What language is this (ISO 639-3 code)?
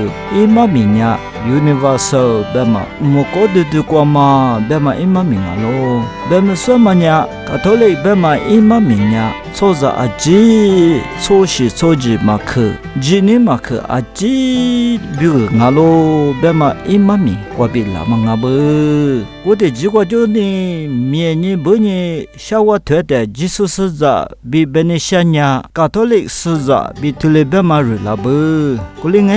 lis